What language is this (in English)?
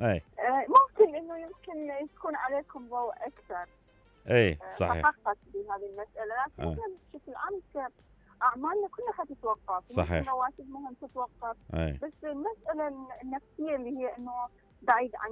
Mesopotamian Arabic